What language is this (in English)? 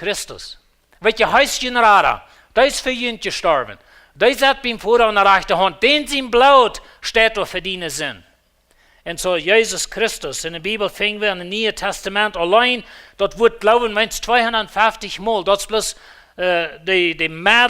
Plautdietsch